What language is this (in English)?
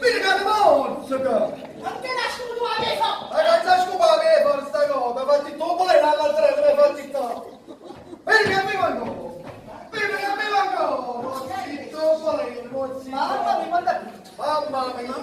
Neapolitan